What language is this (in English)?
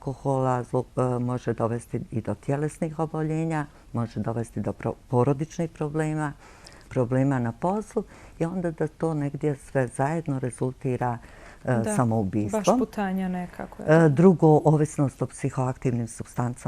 Bosnian